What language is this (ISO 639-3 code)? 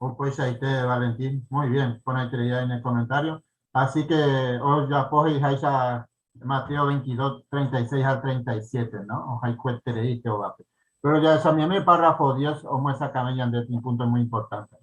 grn